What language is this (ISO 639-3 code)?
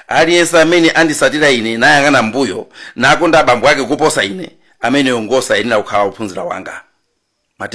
nya